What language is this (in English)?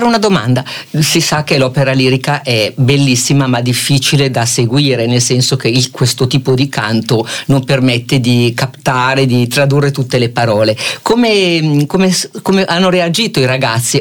Italian